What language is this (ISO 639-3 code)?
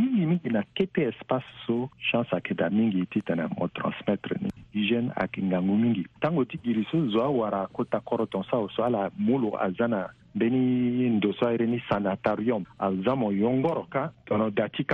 sag